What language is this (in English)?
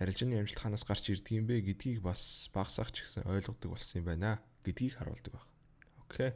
Mongolian